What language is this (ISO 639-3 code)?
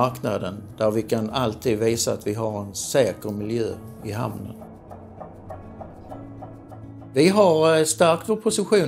swe